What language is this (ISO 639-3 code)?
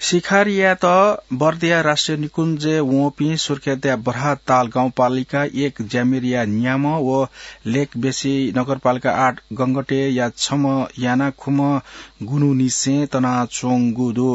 new